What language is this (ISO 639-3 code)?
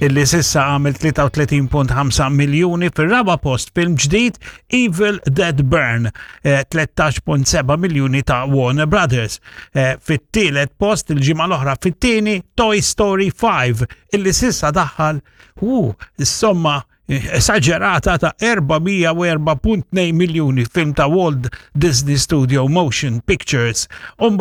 mlt